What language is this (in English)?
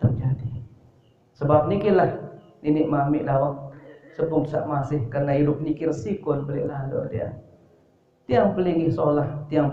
Sasak